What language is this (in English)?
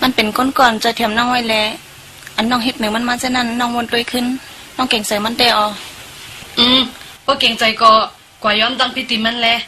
Shan